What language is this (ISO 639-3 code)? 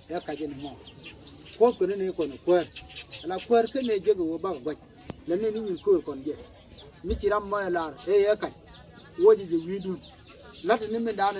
nus